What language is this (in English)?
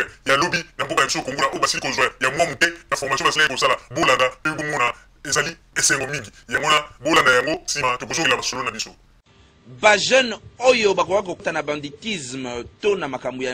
Lingala